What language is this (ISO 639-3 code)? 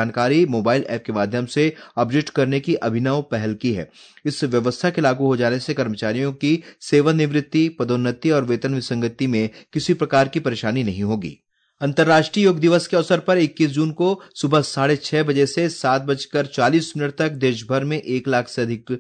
hin